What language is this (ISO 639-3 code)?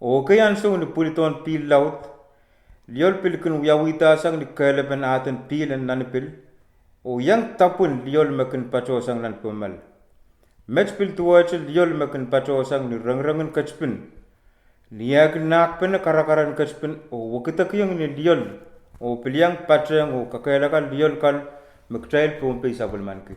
pon